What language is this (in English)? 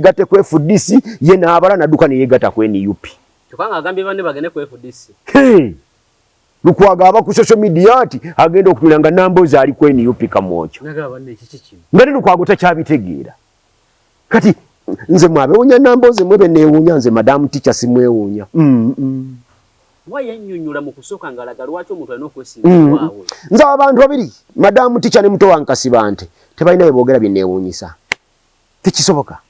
Ganda